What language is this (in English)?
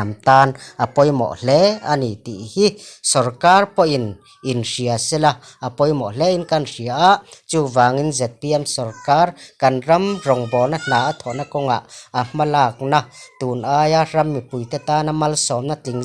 Mizo